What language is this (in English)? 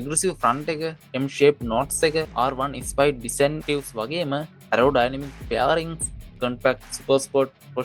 Sinhala